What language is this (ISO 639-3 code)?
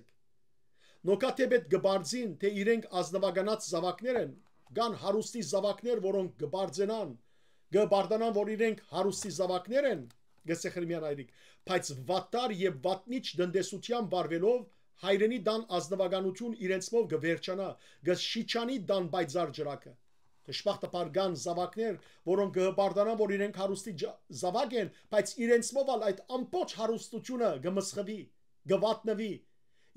hyw